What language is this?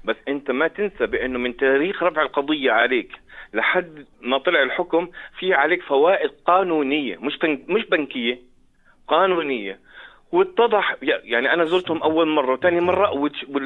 North Levantine Arabic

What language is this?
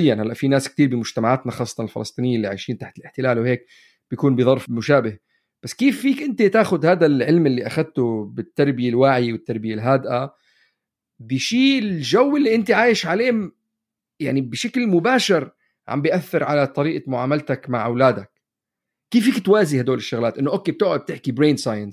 North Levantine Arabic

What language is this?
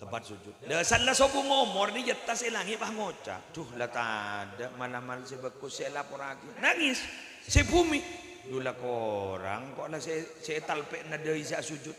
Madurese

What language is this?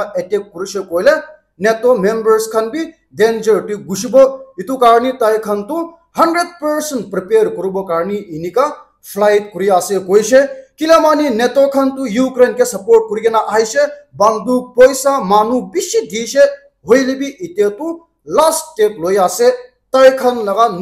Naga Pidgin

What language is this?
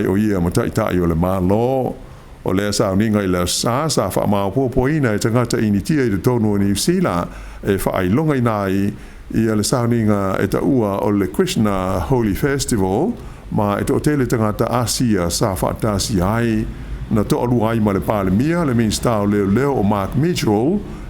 Samoan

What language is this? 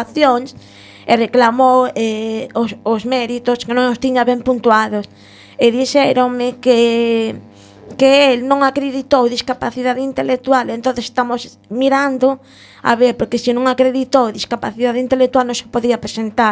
Galician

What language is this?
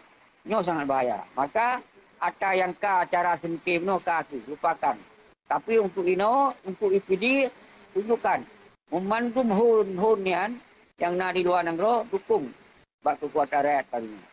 Achinese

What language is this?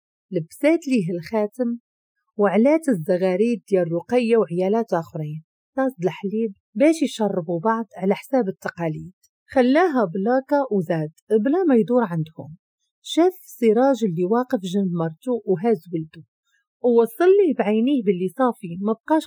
Moroccan Arabic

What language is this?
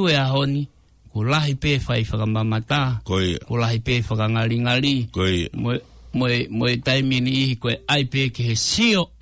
Tongan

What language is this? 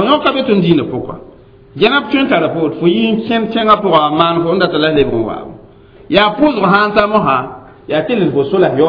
Mossi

